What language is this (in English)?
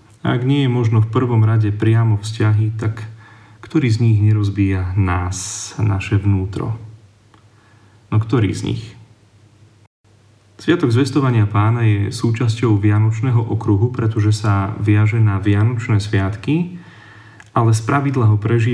Slovak